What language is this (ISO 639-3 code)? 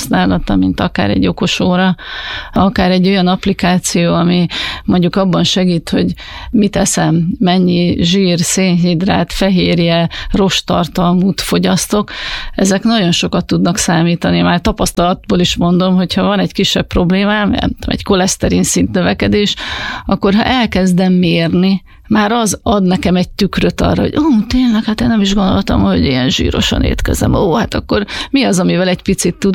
hun